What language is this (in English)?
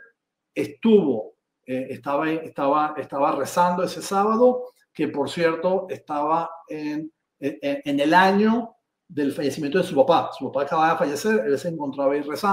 Ladino